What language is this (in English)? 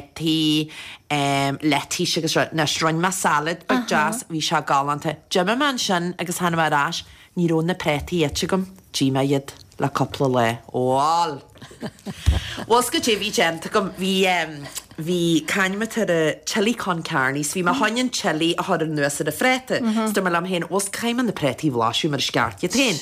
Irish